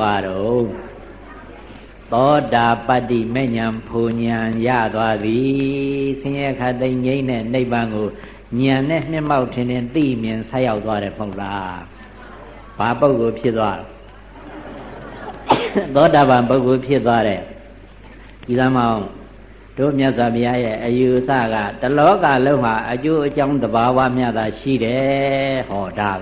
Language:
Burmese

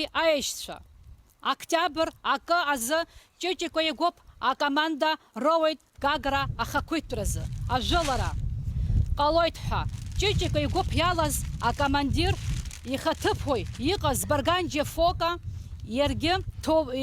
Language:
Abkhazian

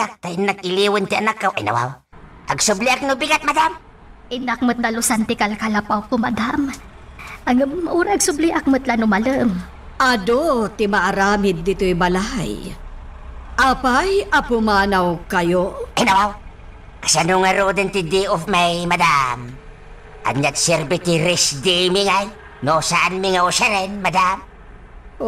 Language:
Iloko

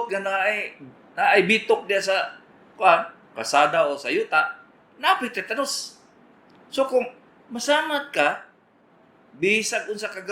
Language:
Cebuano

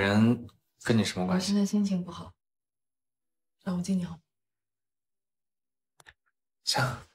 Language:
Chinese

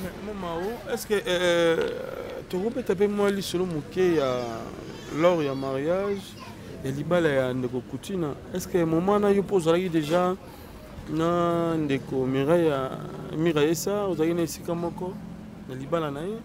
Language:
Lingala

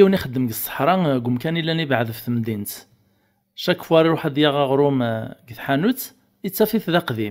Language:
Kabyle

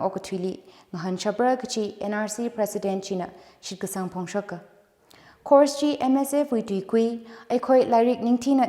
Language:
Tangkhul Naga (India)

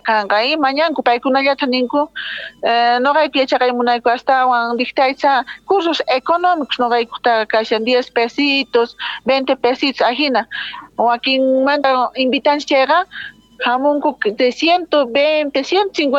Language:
Quechua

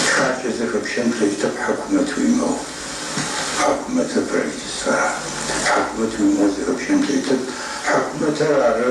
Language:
Adyghe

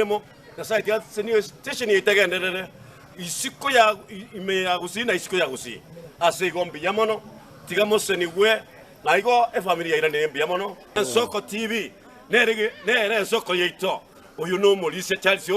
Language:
Gusii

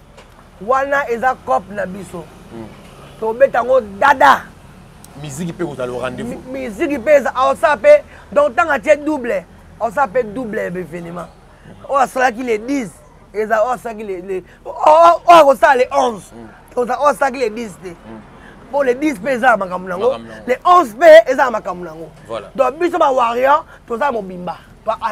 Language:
Lingala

